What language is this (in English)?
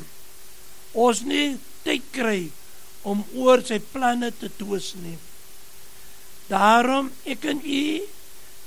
Afrikaans